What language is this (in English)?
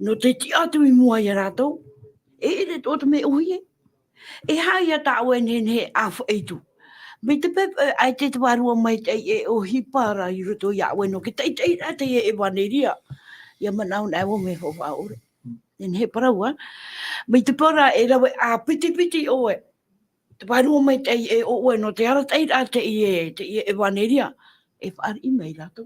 Tahitian